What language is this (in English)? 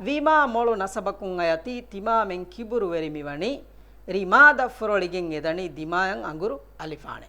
Divehi